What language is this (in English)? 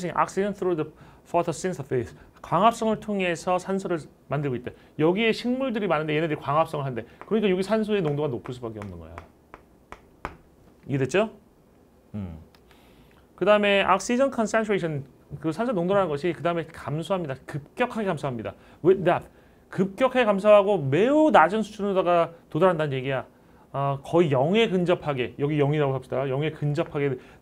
Korean